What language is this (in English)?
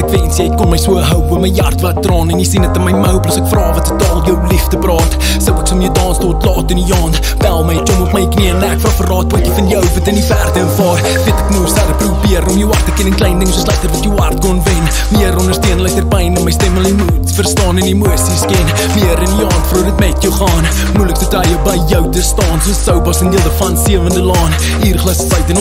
Afrikaans